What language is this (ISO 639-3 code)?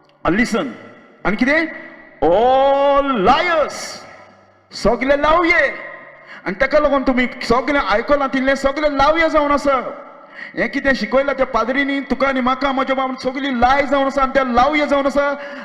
kok